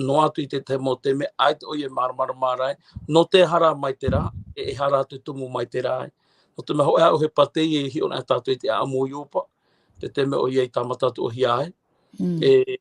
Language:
Tahitian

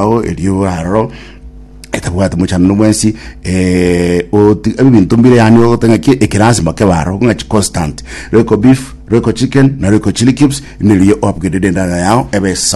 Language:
Gusii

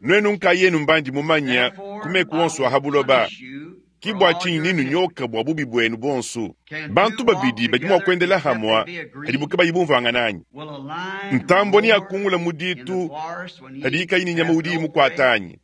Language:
Luba-Lulua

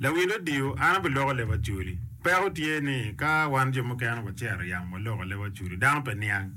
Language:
Acoli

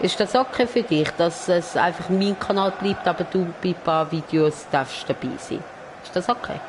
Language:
Swiss German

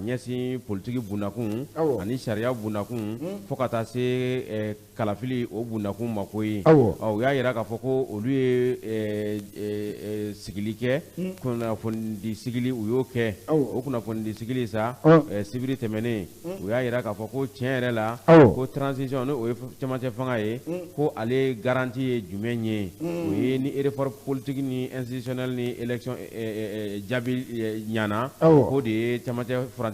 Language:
Bambara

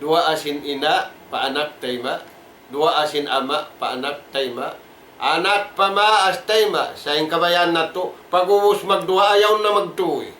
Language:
Tausug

